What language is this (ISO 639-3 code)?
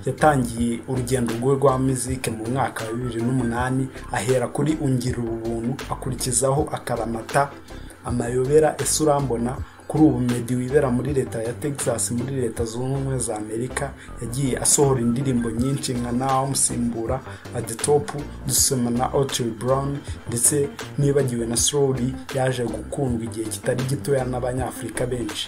kin